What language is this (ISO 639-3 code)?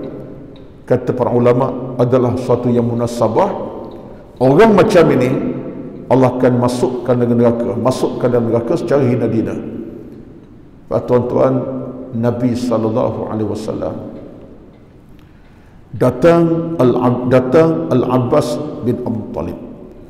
msa